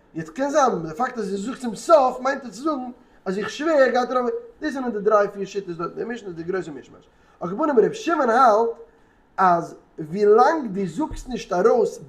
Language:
Yiddish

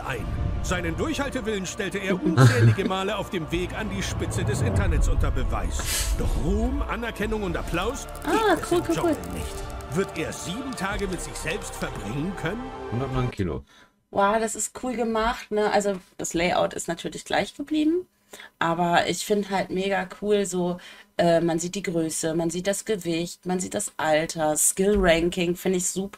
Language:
German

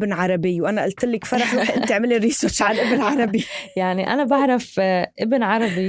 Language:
North Levantine Arabic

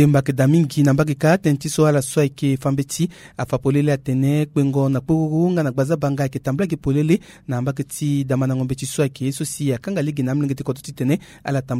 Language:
Sango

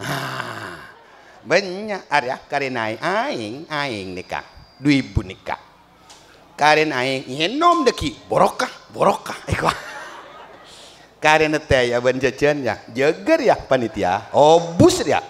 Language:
Madurese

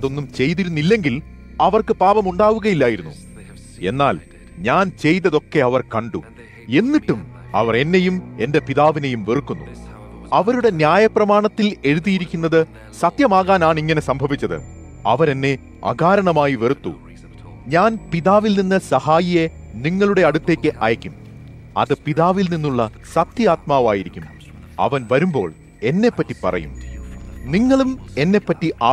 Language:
Malayalam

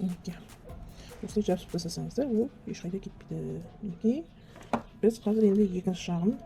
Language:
Kazakh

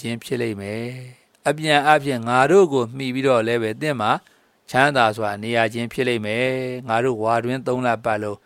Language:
Burmese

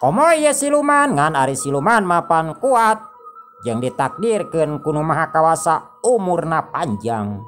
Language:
Sundanese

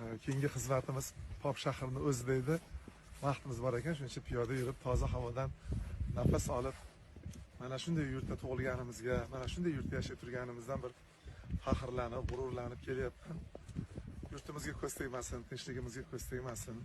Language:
Uzbek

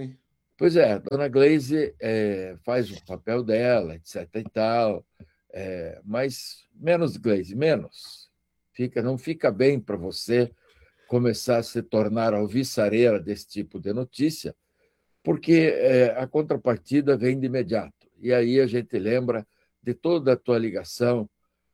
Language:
Portuguese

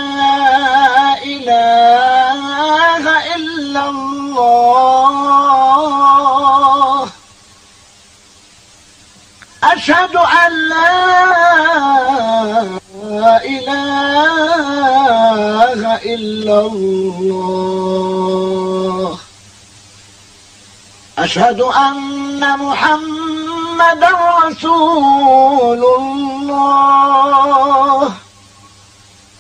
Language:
Tunisian Arabic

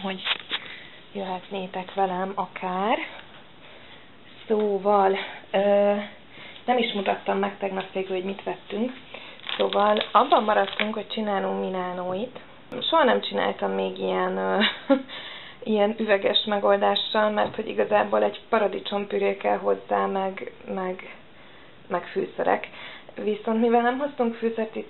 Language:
Hungarian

